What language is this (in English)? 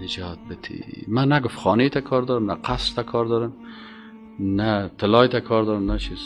Persian